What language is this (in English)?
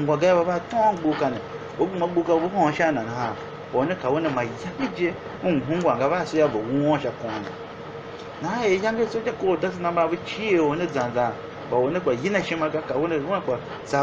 Tiv